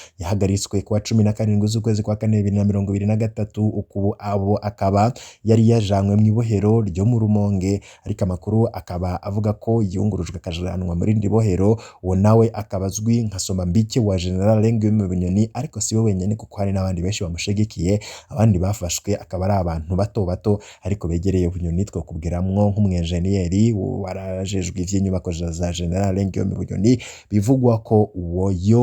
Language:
Rundi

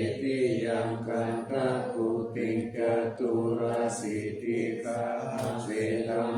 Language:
Pali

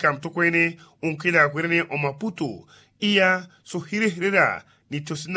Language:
Makhuwa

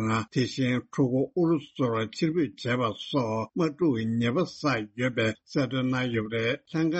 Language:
Tibetan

